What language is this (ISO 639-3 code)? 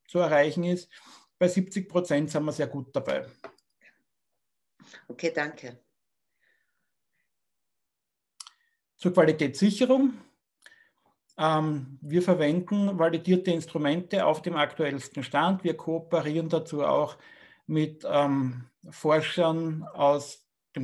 deu